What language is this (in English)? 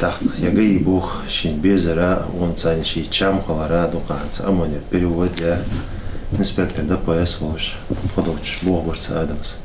Ingush